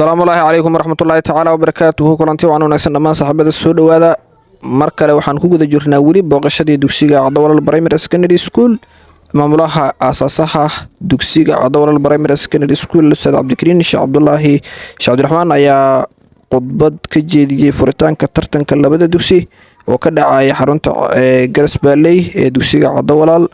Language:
Somali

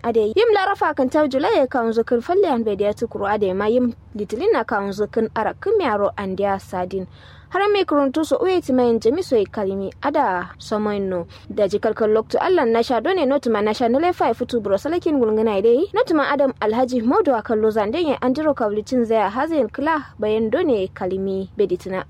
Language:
Kanuri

